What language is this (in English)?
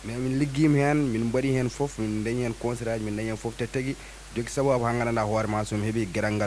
Fula